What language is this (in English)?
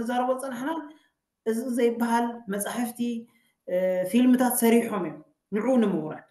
Tigrinya